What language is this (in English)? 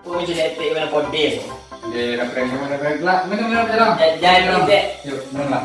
Minangkabau